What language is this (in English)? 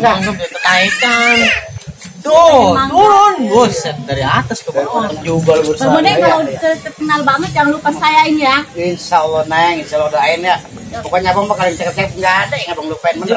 Betawi